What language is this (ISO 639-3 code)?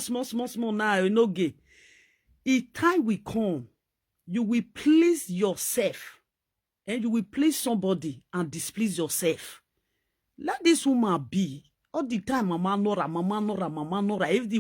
pcm